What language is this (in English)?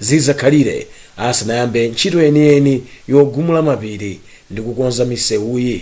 Nyanja